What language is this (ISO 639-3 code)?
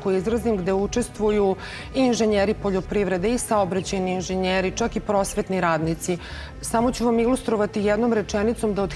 srp